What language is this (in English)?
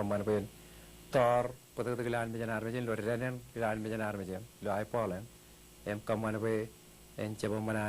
Marshallese